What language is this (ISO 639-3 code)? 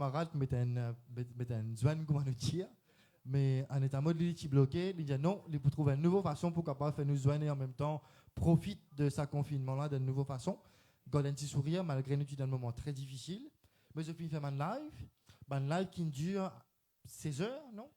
mfe